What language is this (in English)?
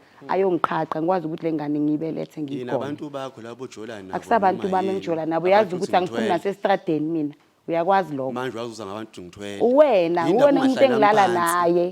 Zulu